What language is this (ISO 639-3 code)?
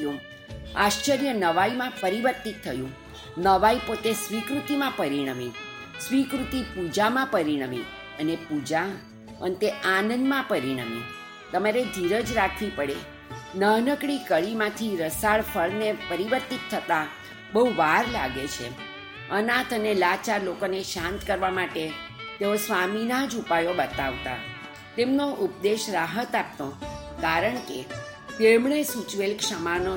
guj